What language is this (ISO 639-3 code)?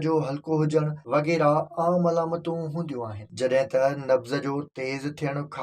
snd